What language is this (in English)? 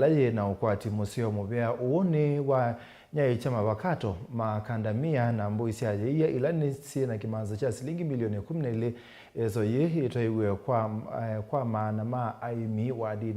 Kamba